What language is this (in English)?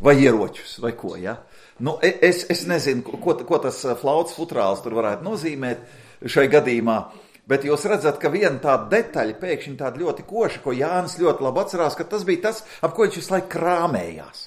Latvian